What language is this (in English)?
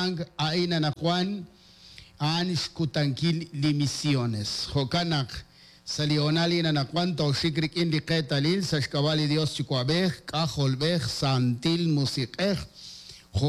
Kekchí